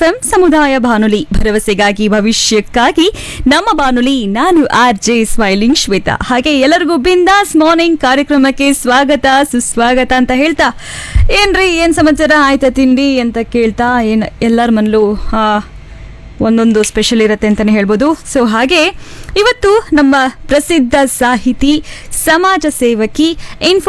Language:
Kannada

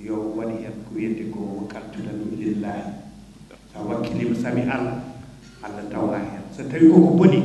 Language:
Fula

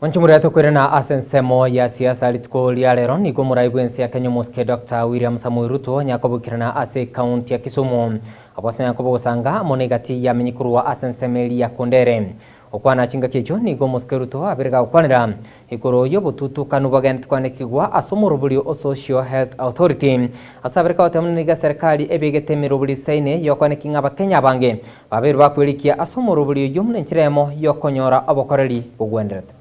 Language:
Gusii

